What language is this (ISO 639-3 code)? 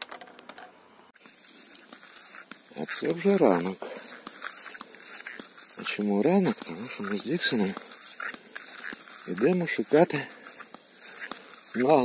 ukr